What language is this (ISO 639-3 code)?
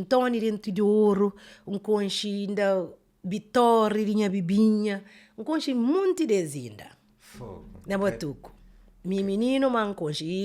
kea